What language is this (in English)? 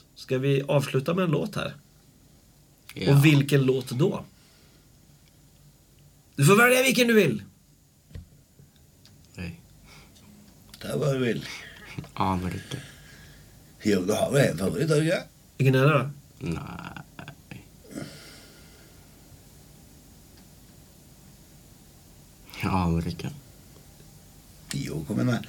Swedish